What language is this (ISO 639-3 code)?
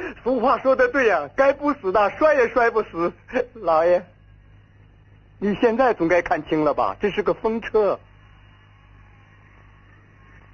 zho